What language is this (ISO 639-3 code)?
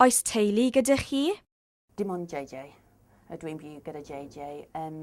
cym